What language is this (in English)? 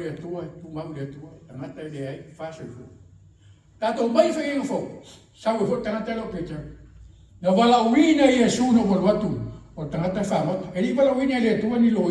Samoan